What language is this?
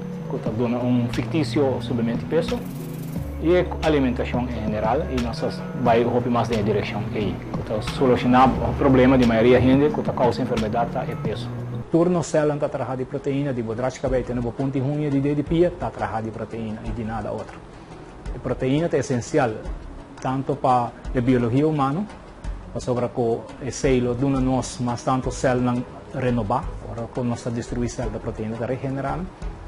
Papiamento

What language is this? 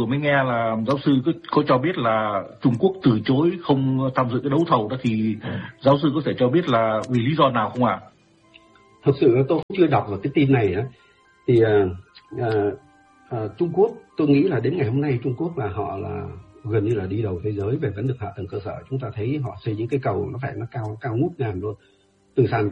Vietnamese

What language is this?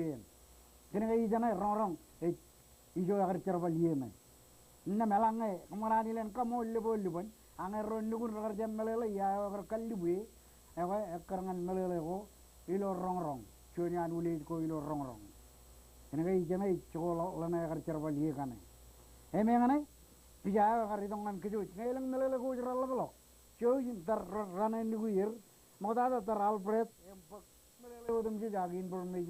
Marshallese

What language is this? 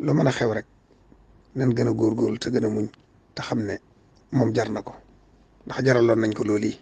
Wolof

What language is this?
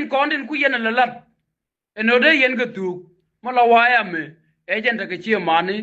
Nuer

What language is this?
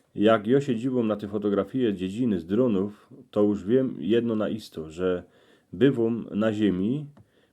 Silesian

